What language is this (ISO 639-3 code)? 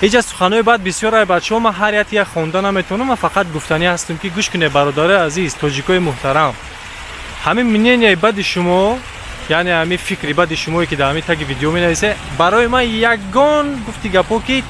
tgk